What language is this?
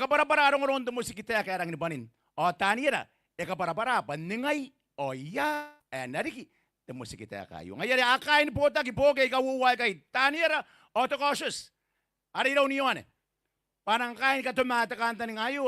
Gilbertese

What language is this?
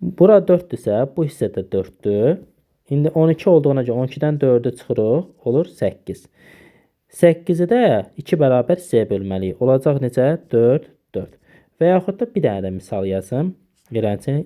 Azerbaijani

